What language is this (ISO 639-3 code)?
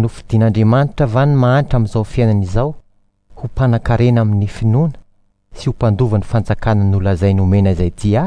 mlg